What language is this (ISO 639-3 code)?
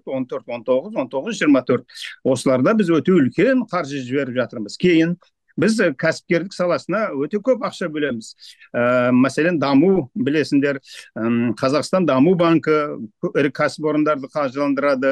kaz